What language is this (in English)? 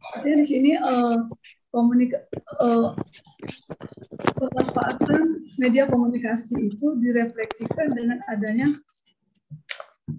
Indonesian